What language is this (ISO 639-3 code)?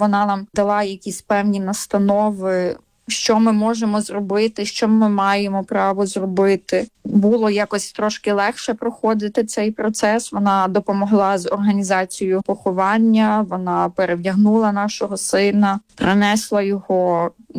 ukr